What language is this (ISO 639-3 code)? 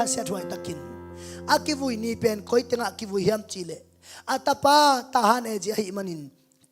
ctd